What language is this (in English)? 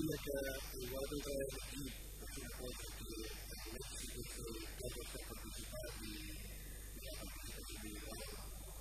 Catalan